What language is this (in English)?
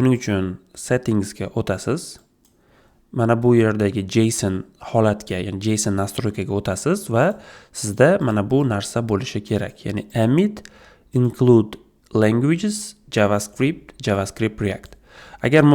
Uzbek